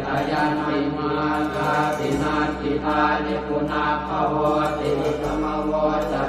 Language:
Pali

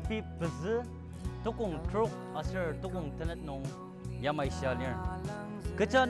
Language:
Ao Naga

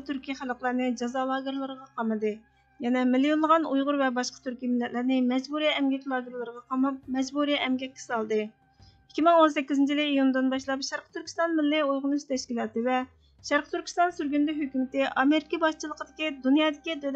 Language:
Uyghur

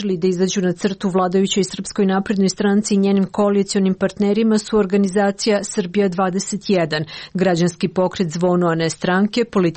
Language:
Serbian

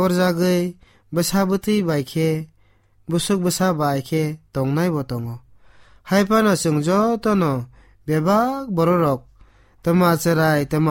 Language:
Kok Borok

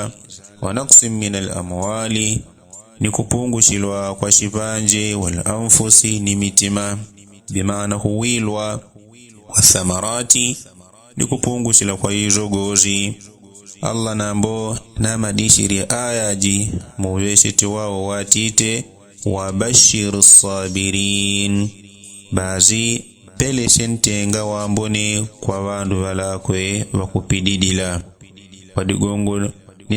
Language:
Yao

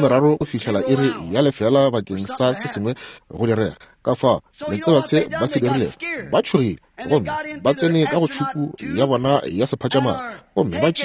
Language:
Northern Sotho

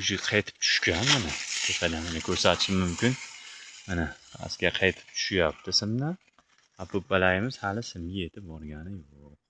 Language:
Uzbek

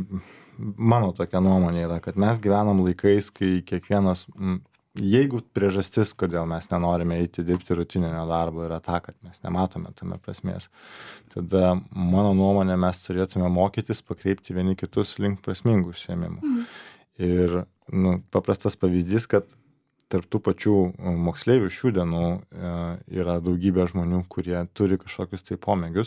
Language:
Lithuanian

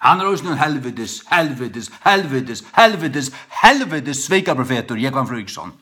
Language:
Faroese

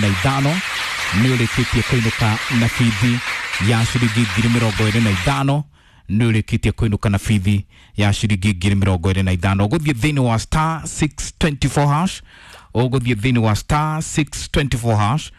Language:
Kikuyu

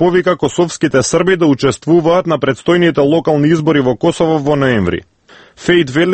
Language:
Macedonian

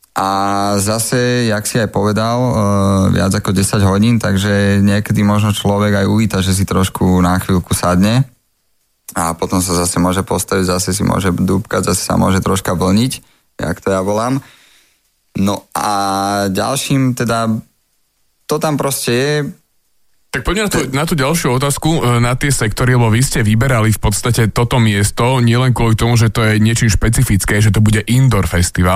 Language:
Slovak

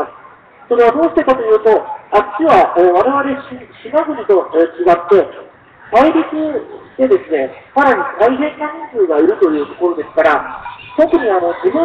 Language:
Japanese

